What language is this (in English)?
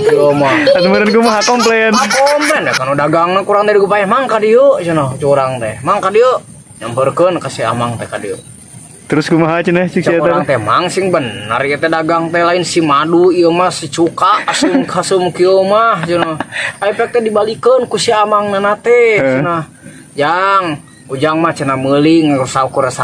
Sundanese